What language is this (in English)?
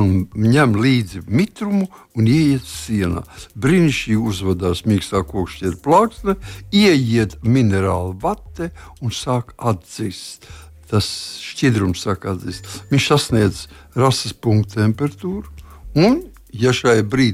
Latvian